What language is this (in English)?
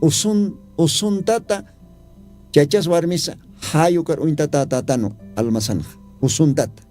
Aymara